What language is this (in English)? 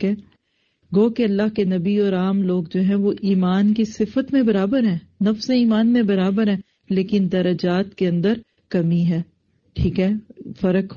Urdu